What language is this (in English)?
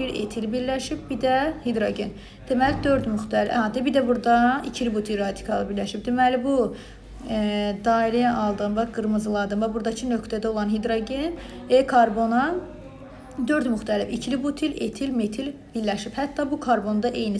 Azerbaijani